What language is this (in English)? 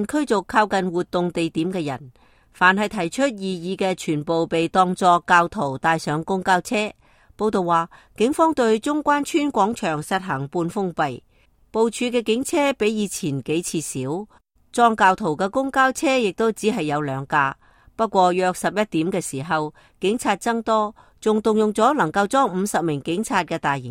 Cantonese